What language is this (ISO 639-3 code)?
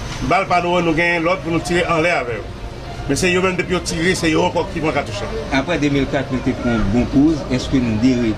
hat